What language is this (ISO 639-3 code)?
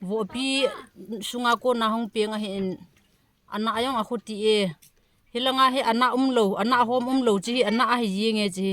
tcz